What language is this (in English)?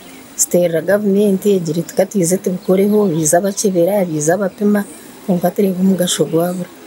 Nyankole